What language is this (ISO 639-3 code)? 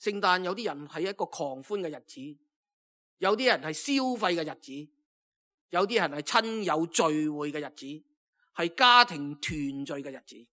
yue